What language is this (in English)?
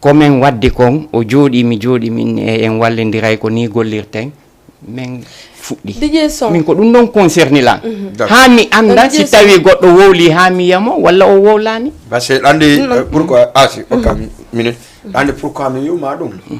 Fula